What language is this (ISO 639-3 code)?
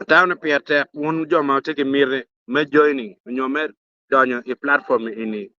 ach